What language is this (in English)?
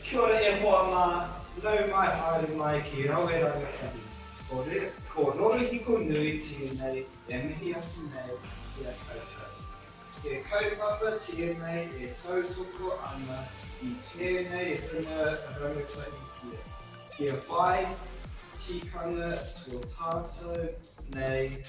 Māori